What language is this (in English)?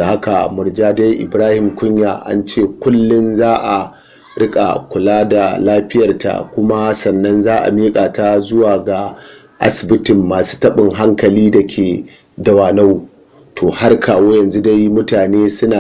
Hausa